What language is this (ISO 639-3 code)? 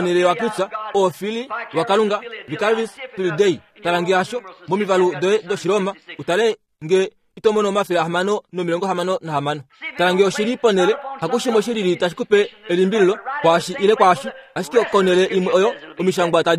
kua